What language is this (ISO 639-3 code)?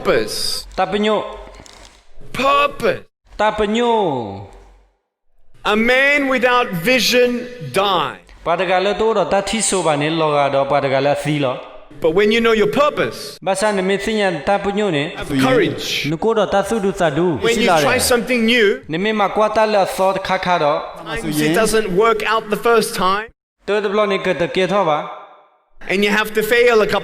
ksw